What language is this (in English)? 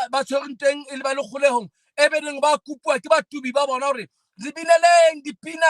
Southern Sotho